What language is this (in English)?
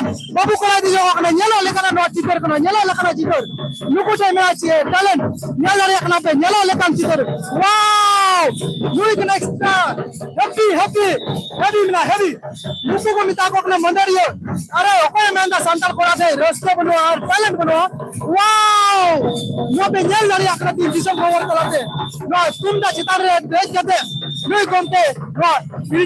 Santali